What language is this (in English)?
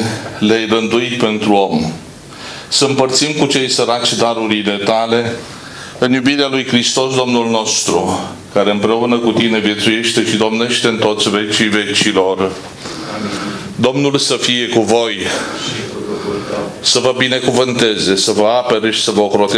Romanian